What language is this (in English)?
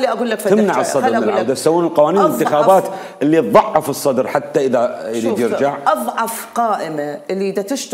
Mesopotamian Arabic